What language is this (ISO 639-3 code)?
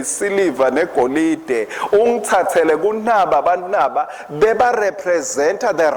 ssw